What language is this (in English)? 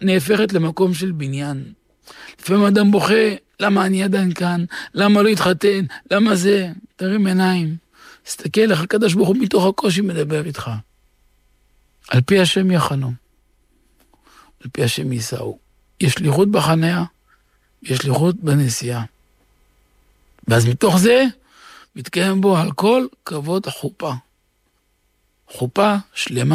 Hebrew